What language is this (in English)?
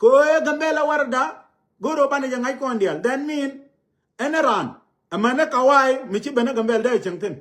Nuer